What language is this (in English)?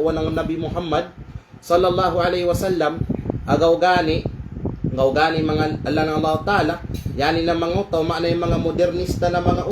Kalagan